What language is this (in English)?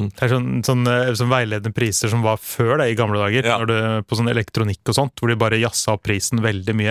Norwegian